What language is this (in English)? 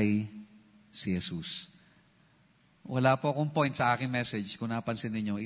Filipino